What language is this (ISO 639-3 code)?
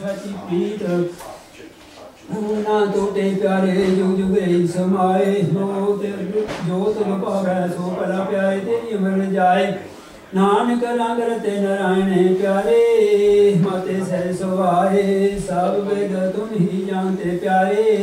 pan